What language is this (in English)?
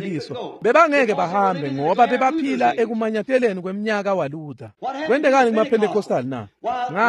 Swati